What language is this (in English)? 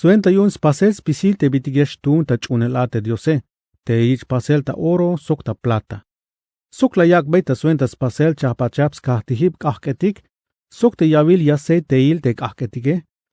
Tzeltal